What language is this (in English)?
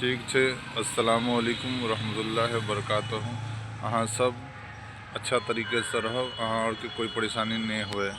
Maithili